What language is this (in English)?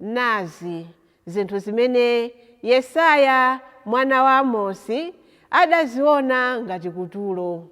Nyanja